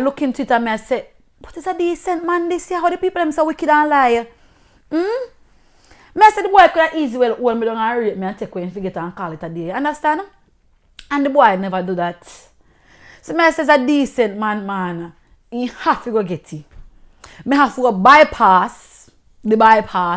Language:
Jamaican Creole English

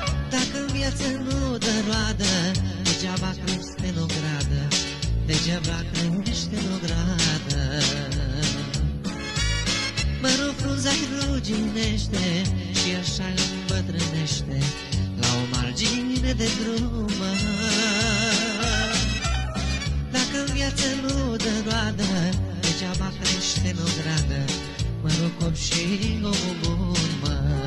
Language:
Romanian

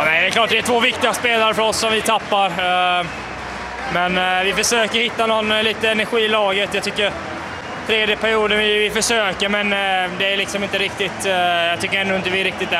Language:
Swedish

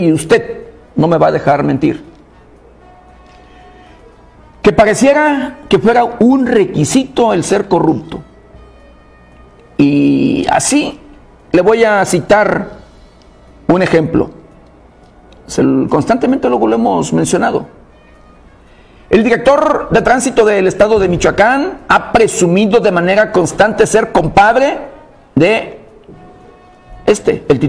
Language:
Spanish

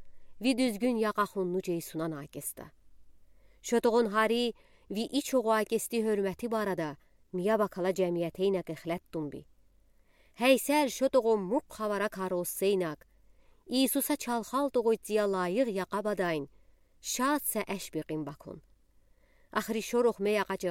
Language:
Udi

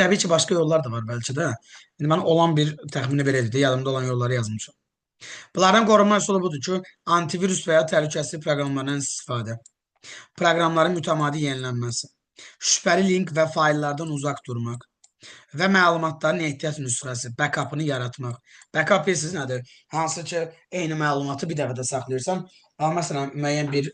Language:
Azerbaijani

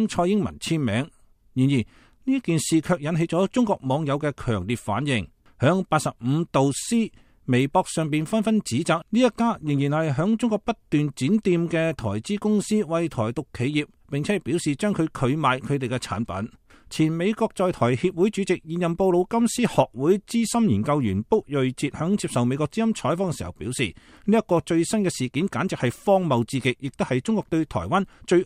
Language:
Cantonese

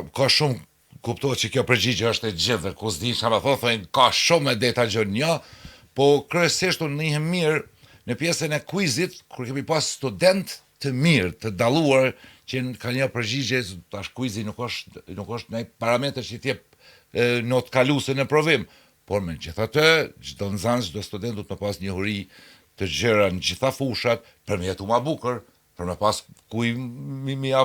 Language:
Albanian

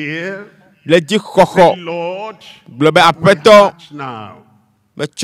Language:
Ewe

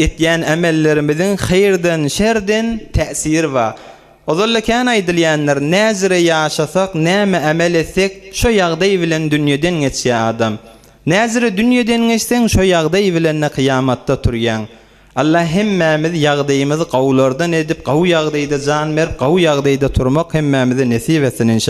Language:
Turkmen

